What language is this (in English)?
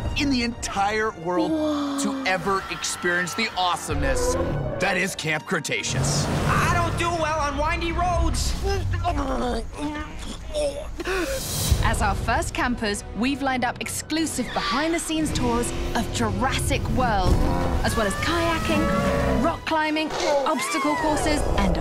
English